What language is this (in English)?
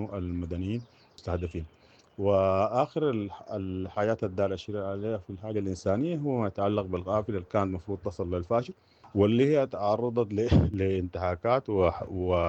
Sudanese Arabic